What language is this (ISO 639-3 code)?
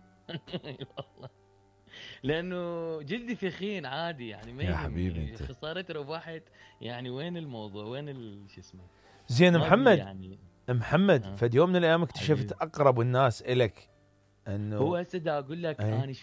acm